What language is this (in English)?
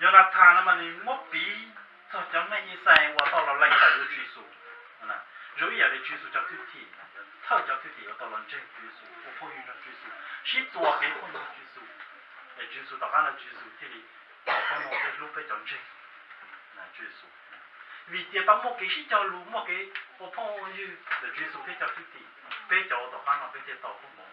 Hmong